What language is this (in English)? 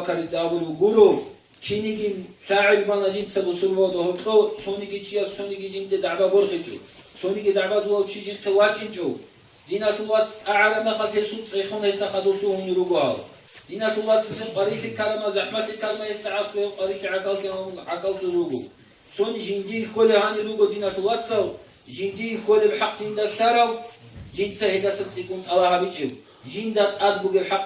Avaric